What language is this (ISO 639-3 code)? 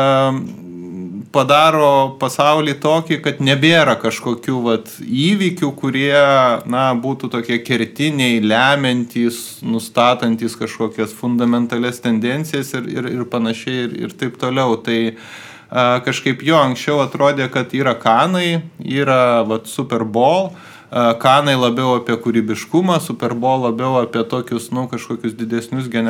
lit